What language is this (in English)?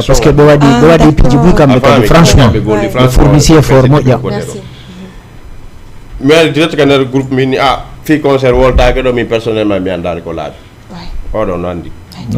Fula